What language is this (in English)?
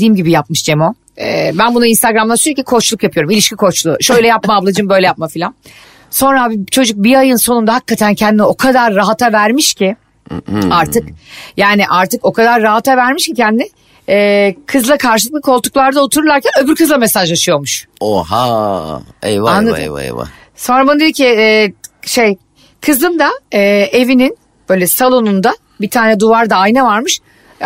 Turkish